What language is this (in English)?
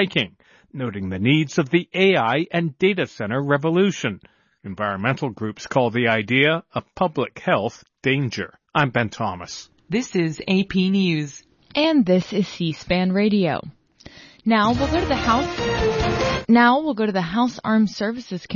English